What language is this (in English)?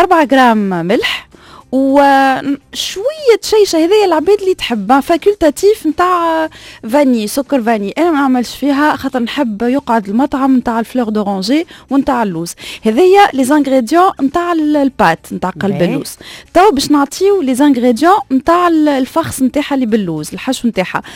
Tunisian Arabic